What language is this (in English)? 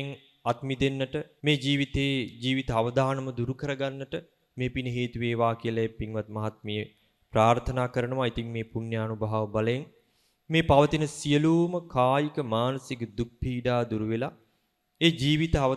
Sinhala